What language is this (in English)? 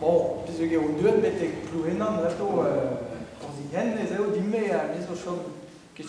Breton